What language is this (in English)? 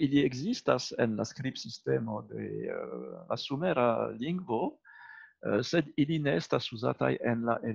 Esperanto